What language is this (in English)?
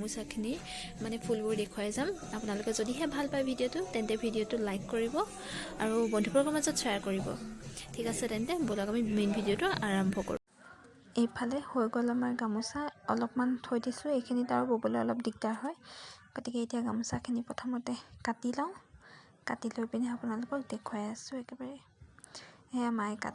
Assamese